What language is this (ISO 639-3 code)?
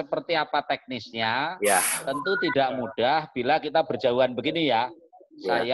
ind